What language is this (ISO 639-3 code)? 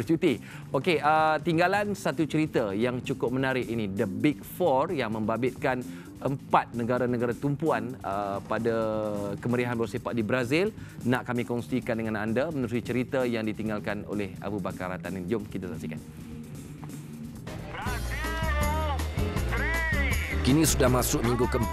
msa